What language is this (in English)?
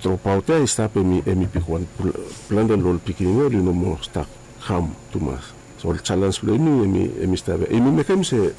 Bislama